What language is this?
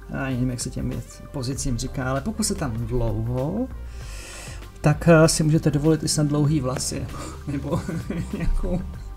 Czech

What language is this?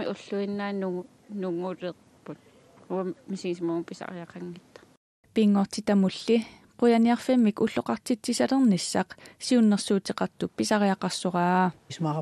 Kalaallisut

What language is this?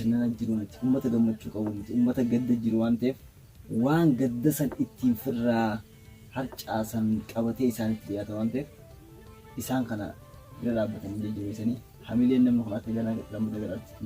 Oromo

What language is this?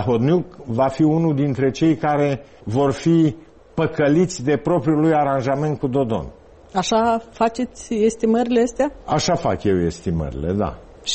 Romanian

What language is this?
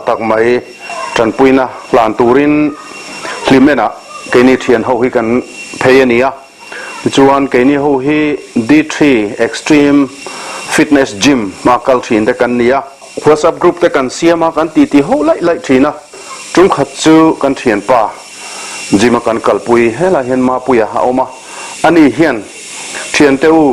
Mizo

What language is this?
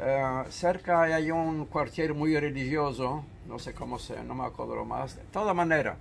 Ladino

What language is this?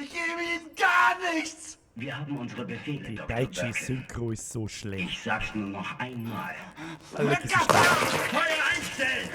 Bavarian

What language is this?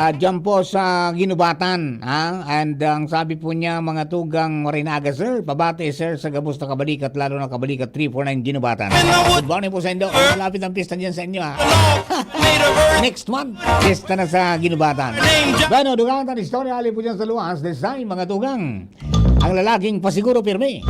Bikol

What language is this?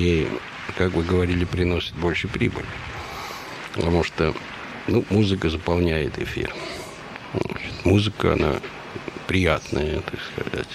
Russian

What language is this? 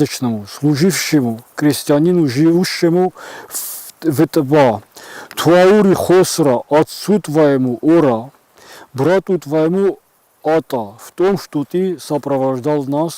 Ossetic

